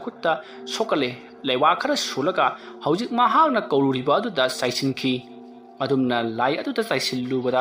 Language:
Manipuri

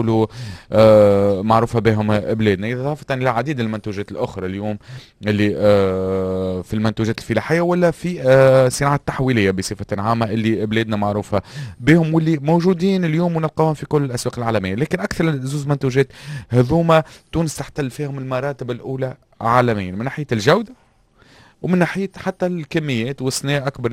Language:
Tunisian Arabic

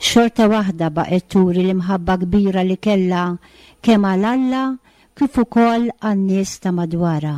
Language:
Maltese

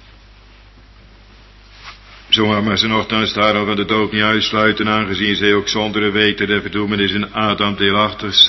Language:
Dutch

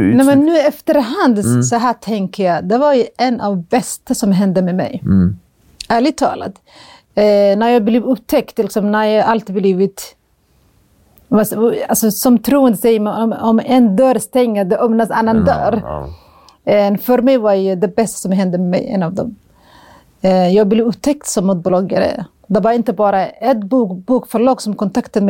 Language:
Swedish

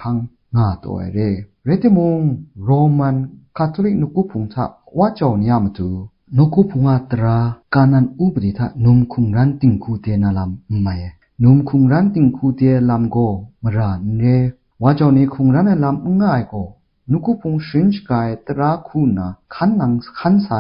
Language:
Kachin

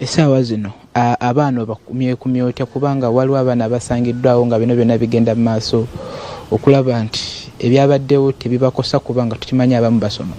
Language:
Ganda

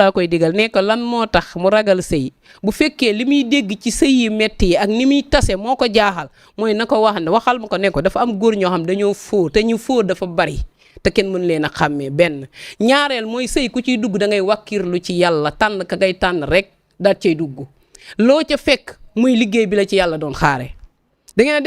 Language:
Wolof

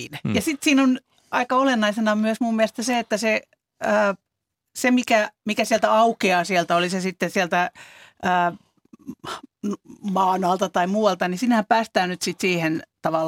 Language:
Finnish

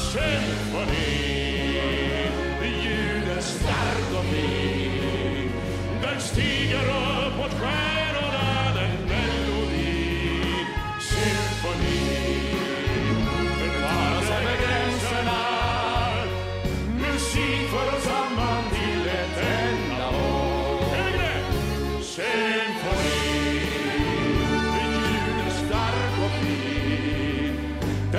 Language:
Swedish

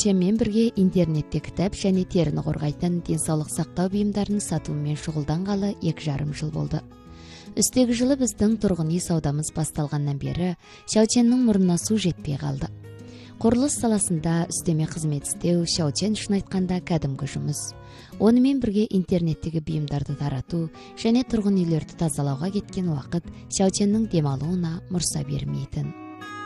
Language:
Kazakh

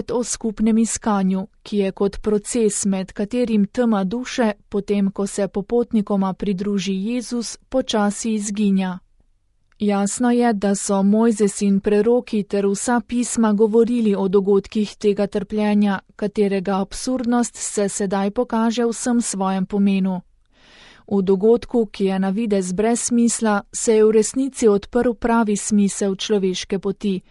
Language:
Slovenian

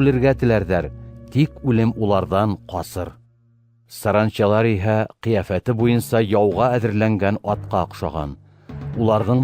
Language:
Bashkir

